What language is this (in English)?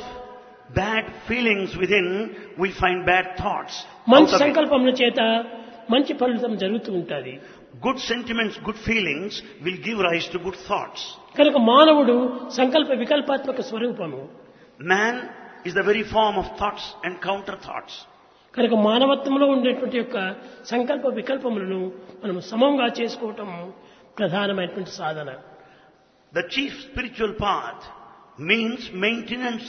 Telugu